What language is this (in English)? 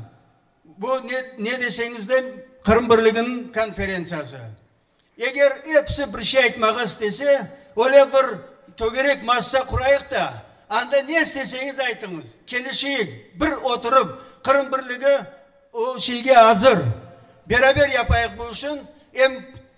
Crimean Tatar